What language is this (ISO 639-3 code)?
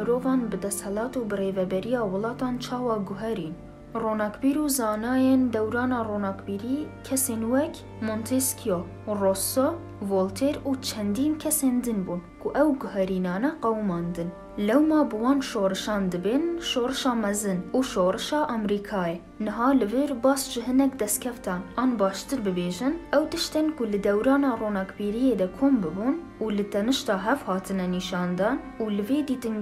kur